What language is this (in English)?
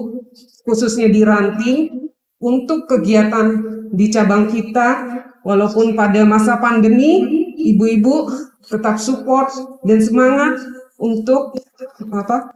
Indonesian